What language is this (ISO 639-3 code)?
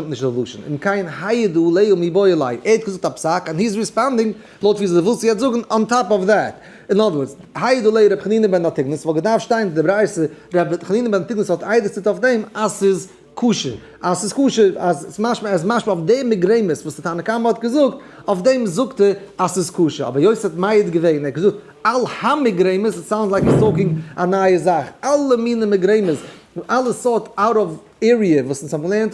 yid